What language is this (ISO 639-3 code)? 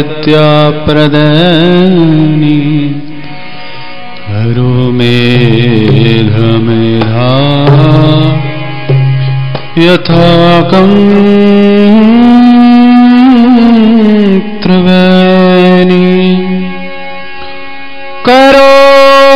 hin